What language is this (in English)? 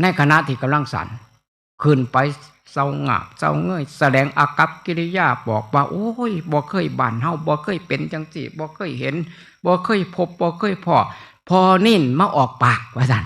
Northeastern Thai